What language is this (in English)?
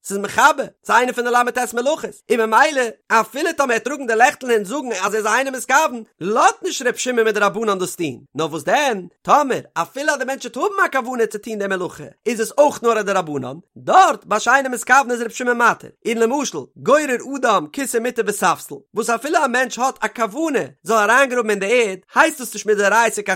Yiddish